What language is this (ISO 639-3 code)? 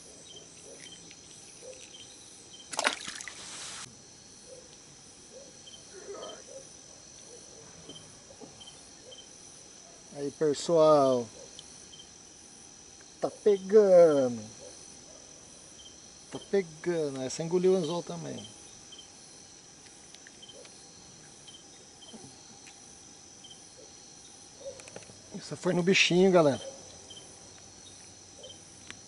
por